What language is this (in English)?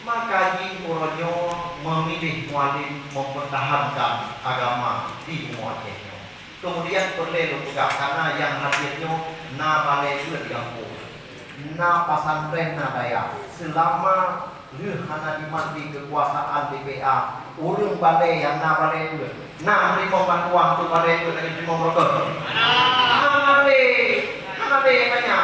Achinese